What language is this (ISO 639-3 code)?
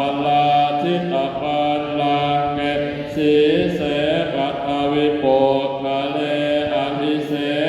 pli